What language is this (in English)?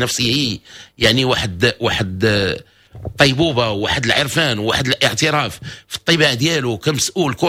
Moroccan Arabic